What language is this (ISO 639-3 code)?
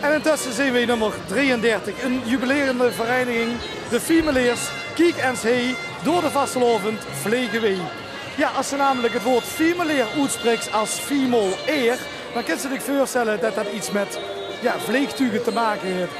lim